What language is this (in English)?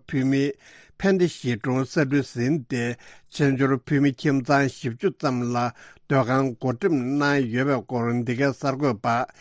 Tibetan